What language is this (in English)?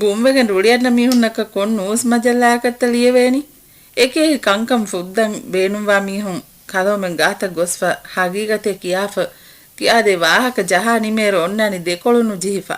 Divehi